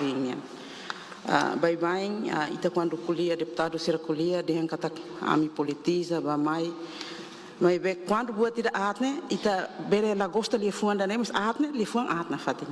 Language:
Tetum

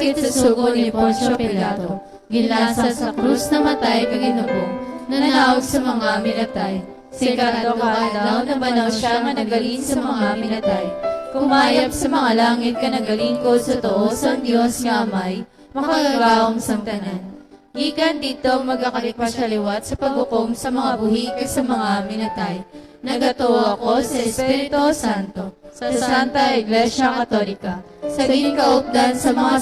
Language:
Hiligaynon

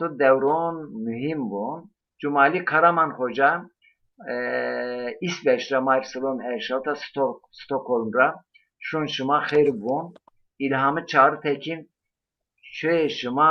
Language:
Zaza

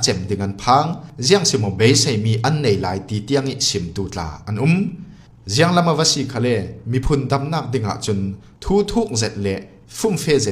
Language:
Hakha Chin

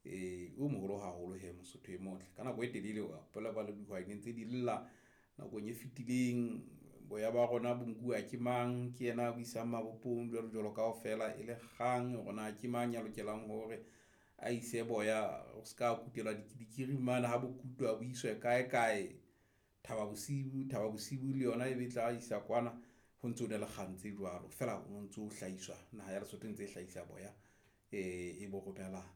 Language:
Southern Sotho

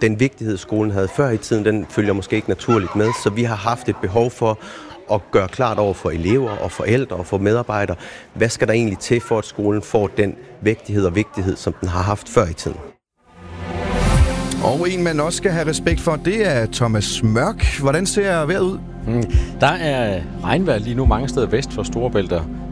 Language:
Danish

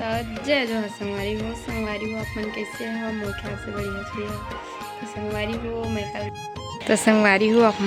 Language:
Chhattisgarhi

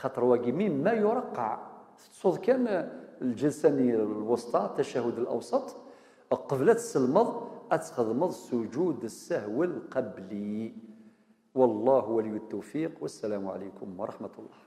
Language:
Kabyle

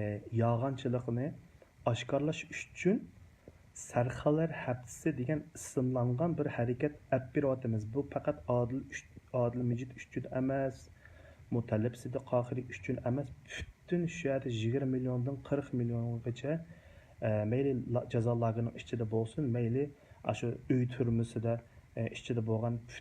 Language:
Uyghur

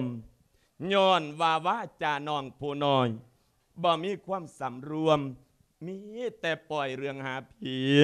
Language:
Lao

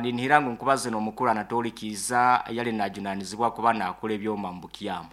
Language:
Nyankole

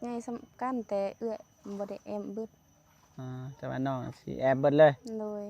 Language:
Lao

